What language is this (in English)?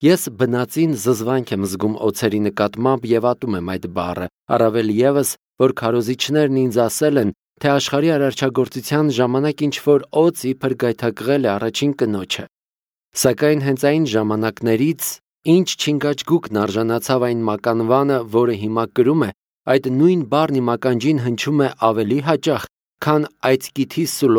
Armenian